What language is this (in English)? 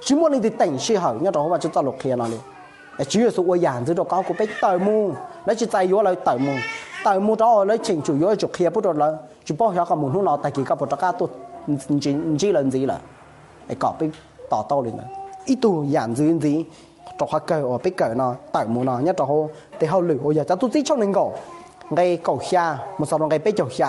Hmong